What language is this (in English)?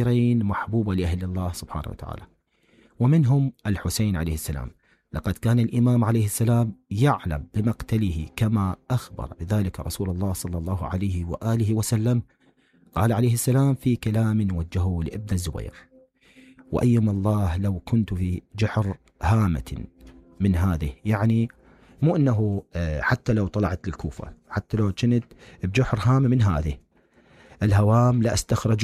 Mesopotamian Arabic